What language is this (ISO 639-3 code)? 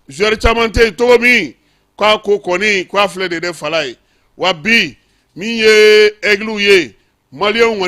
bam